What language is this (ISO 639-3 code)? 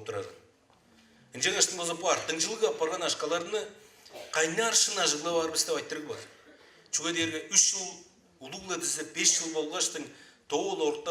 tyv